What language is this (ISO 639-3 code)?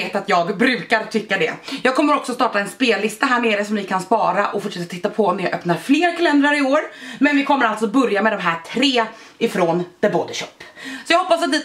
swe